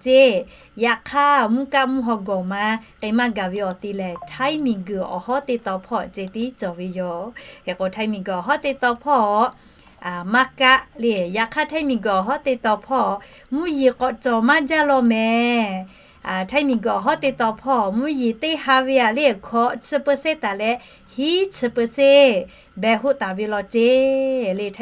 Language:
Lahu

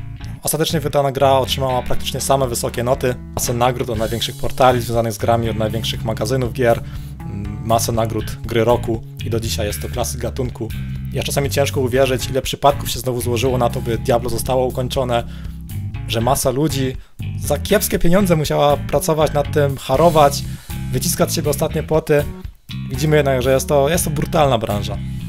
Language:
Polish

